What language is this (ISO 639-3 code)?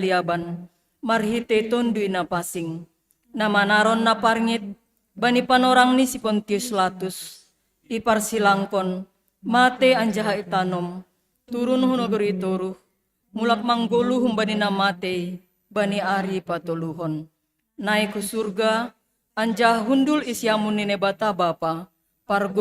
bts